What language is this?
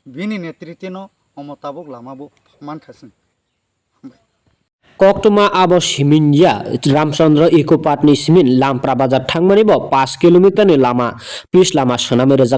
Kok Borok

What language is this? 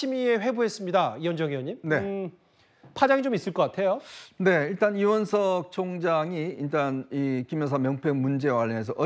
Korean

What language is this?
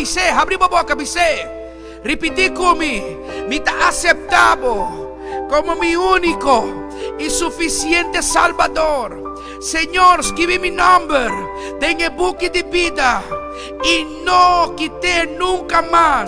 Papiamento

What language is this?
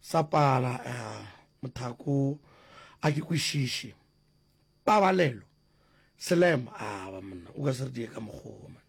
Northern Sotho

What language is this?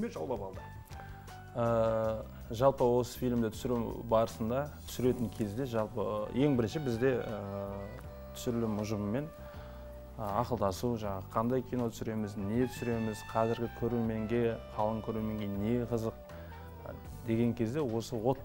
Kazakh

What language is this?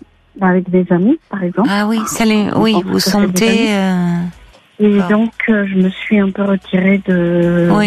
French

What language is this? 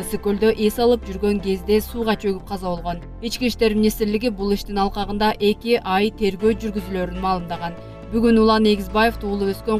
Kyrgyz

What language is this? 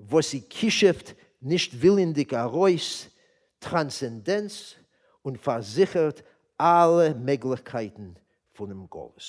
Yiddish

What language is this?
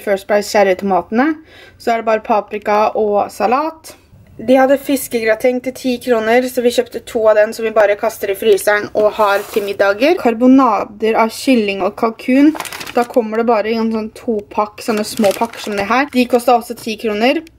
Norwegian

